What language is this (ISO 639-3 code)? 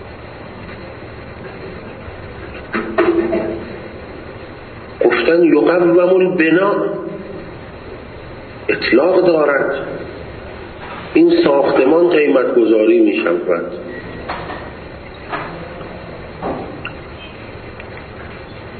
fas